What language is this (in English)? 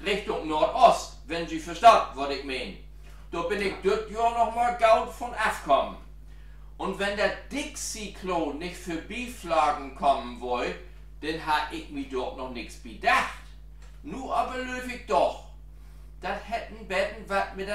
Low German